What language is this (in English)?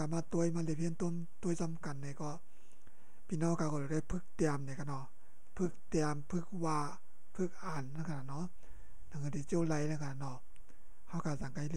Shan